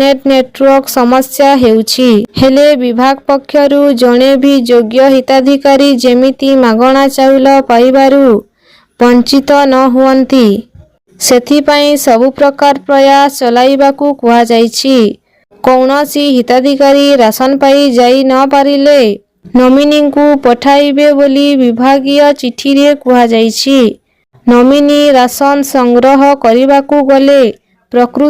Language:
Odia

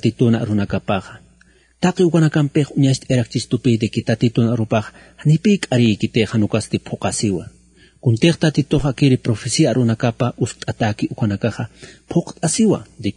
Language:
Aymara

